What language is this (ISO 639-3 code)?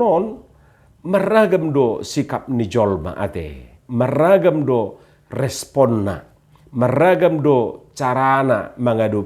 bbc